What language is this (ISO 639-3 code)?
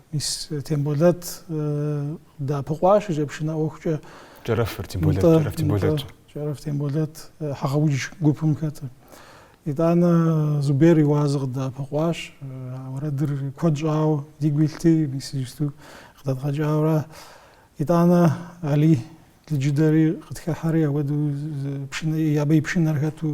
kbd